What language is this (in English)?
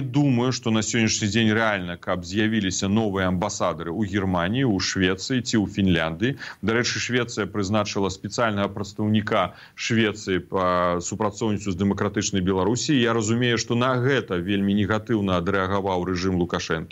Belarusian